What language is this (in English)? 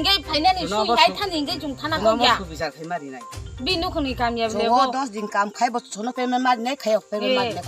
Kok Borok